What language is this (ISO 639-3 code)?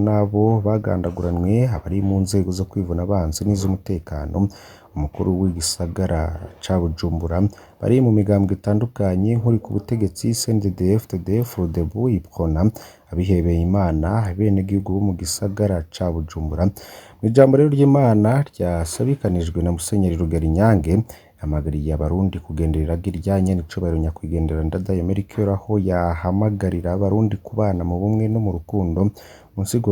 run